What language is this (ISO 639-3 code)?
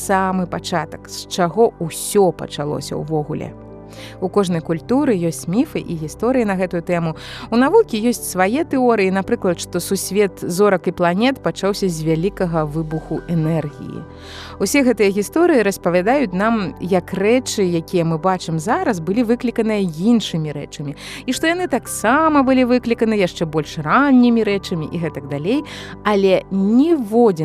bel